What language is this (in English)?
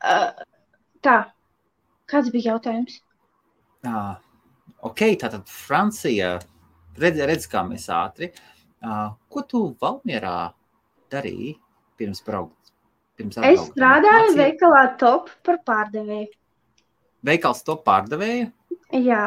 Latvian